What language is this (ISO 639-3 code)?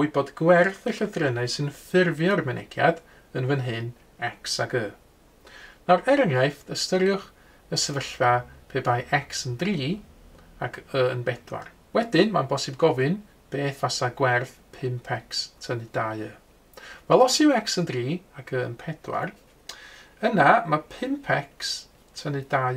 cym